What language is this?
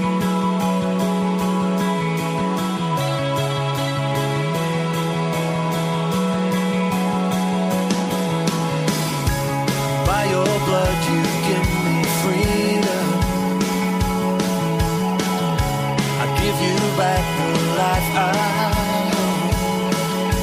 Estonian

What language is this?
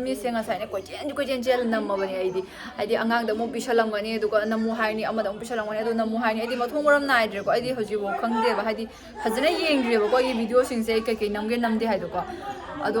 Manipuri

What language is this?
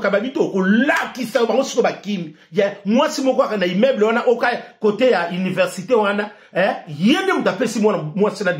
Lingala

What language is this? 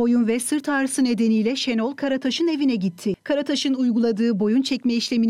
Turkish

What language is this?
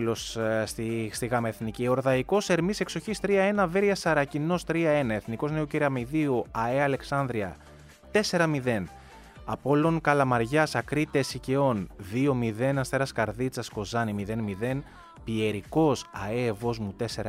Greek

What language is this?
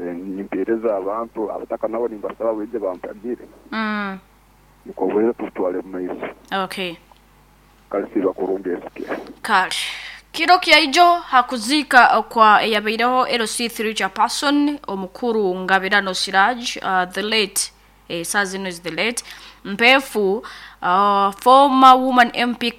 Nyoro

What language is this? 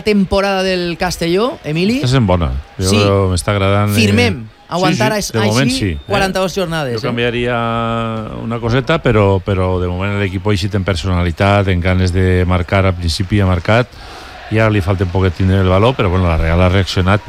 Catalan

